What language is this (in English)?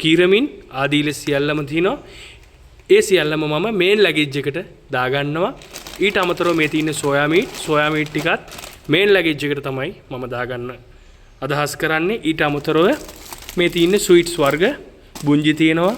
Sinhala